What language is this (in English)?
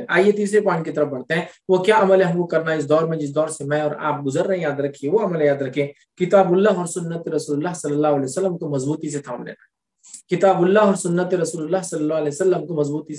Urdu